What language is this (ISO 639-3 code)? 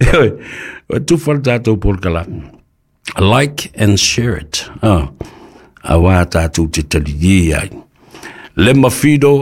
smo